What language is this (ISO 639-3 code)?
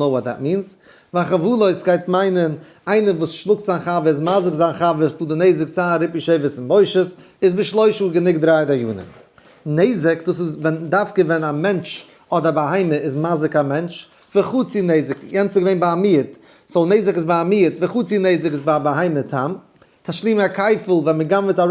yid